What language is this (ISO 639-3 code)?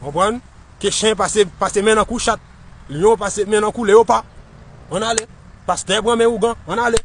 hat